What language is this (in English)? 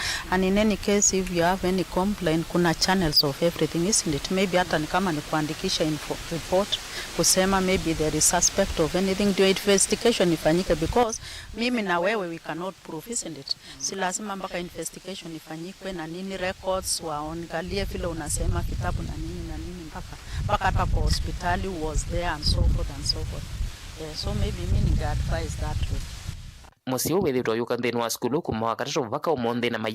Kamba